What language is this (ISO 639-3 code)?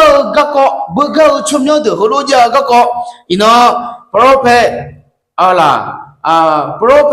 ahk